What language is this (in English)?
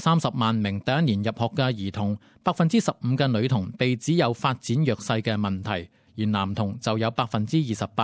Cantonese